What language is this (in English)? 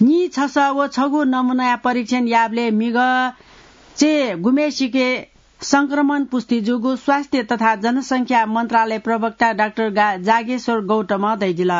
Newari